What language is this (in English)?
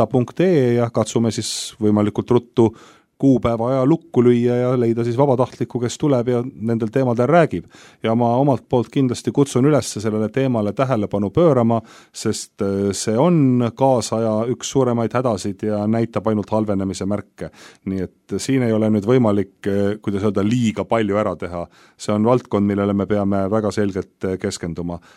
Estonian